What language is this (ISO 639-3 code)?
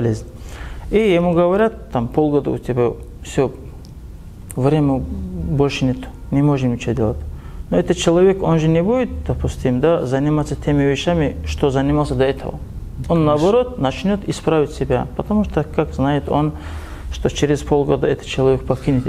rus